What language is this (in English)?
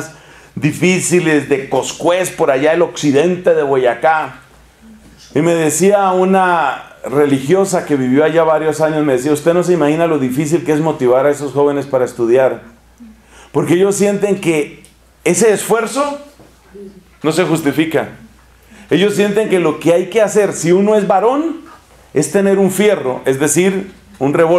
Spanish